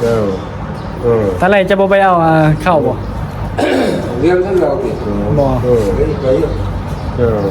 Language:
Northeastern Thai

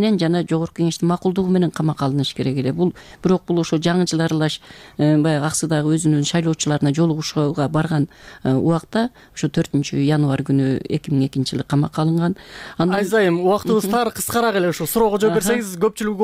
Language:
Kyrgyz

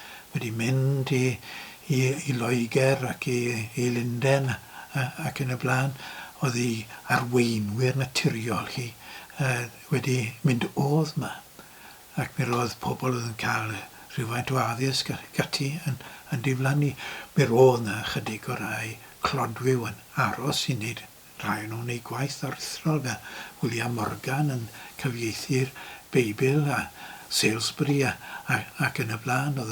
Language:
Welsh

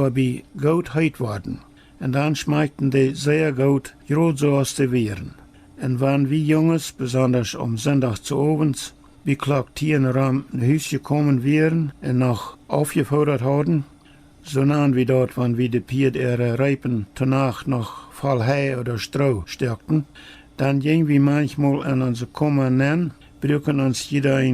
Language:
Plautdietsch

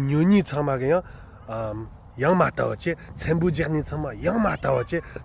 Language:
Tibetan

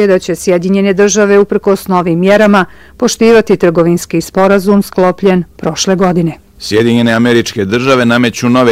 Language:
Bosnian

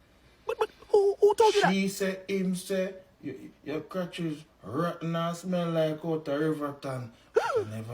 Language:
Jamaican Creole English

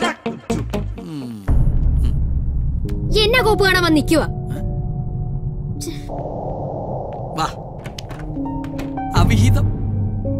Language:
Malayalam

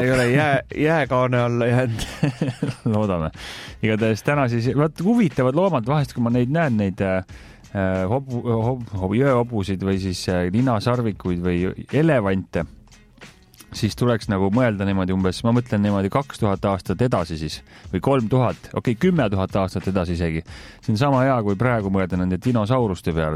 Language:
Estonian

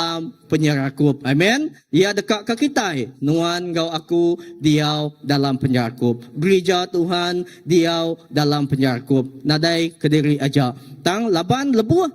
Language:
Iban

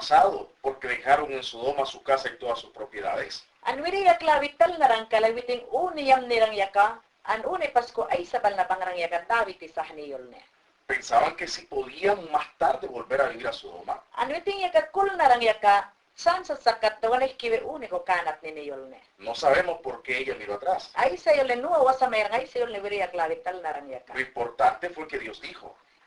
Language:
Mayangna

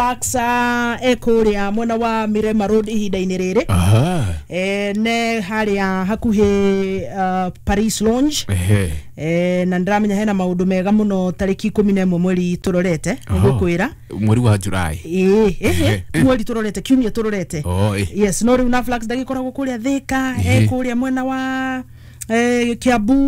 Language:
Kikuyu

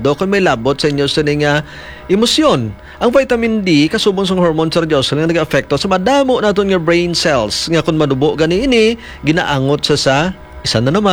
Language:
Hiligaynon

